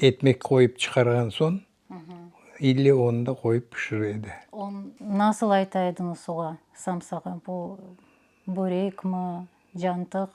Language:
Crimean Tatar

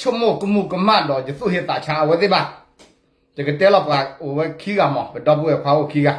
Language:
S'gaw Karen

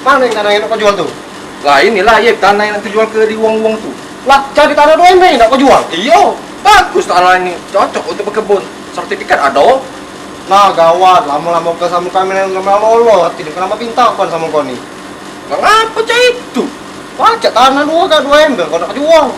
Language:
Musi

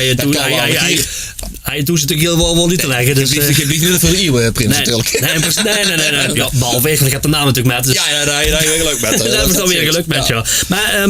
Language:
Limburgish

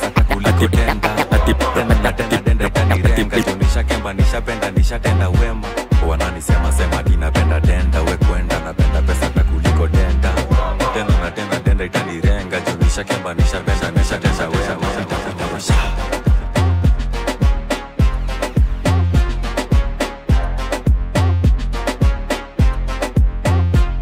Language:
Swahili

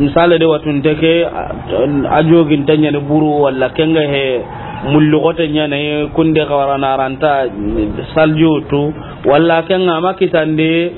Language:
Soninke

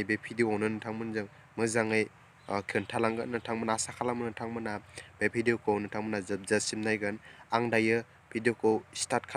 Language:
Bodo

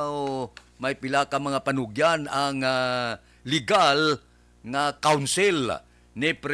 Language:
Hiligaynon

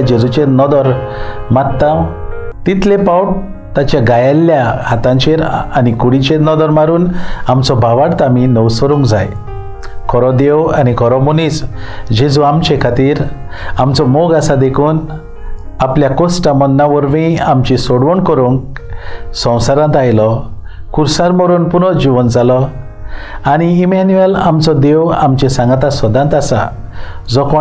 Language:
Konkani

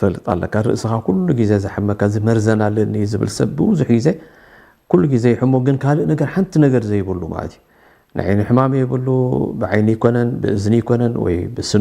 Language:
Tigrinya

